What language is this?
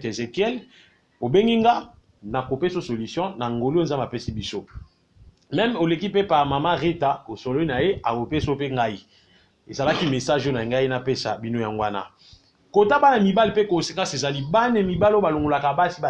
Lingala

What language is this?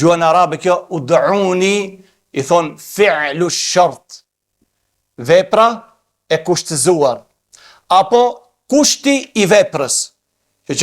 Albanian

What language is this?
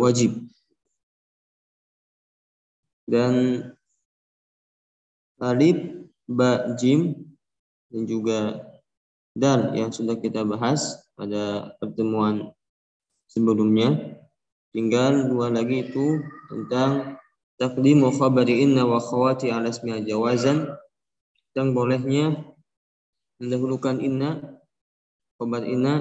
Indonesian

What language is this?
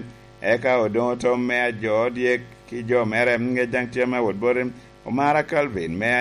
Lango (Uganda)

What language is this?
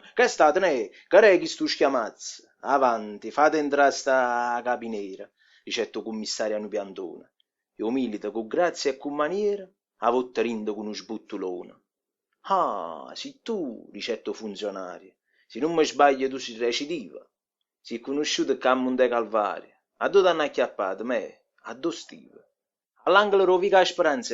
Neapolitan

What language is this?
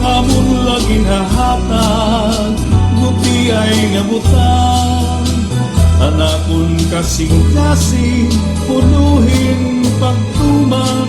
Waray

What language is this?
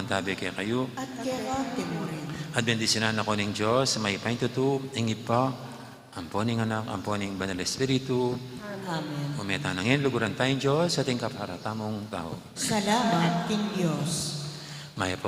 Pampanga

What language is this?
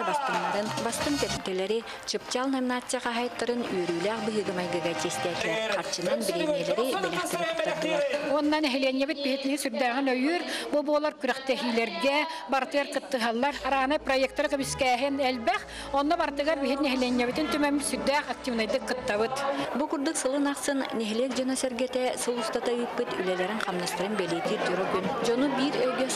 Yakut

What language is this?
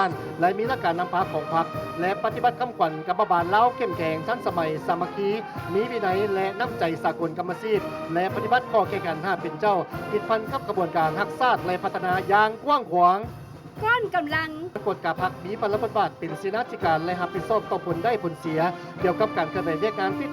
Lao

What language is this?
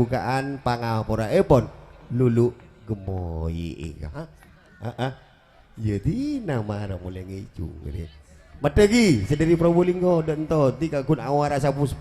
Madurese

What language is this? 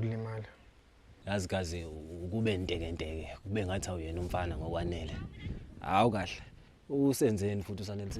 Zulu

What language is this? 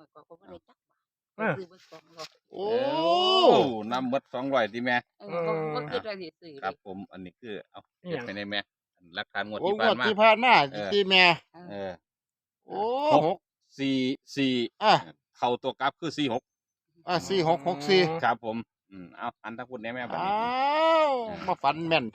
Northeastern Thai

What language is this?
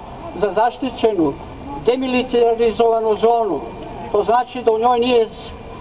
Serbian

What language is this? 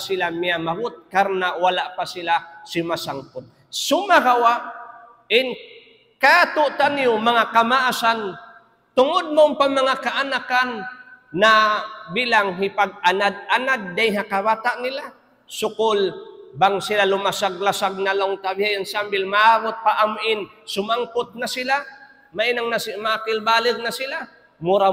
Tausug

